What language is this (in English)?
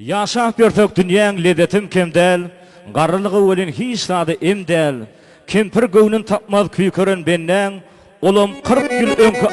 Turkmen